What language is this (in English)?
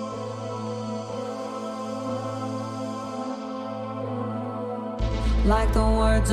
Catalan